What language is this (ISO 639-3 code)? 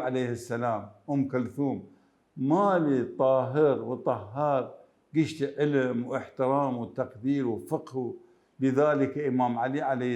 acm